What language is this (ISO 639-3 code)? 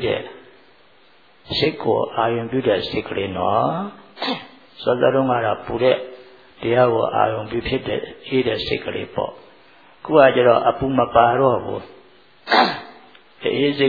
mya